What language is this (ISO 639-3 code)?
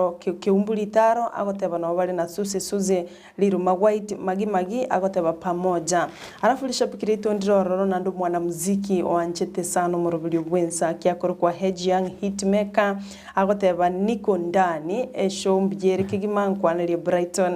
guz